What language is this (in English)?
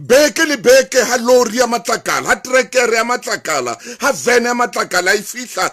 Southern Sotho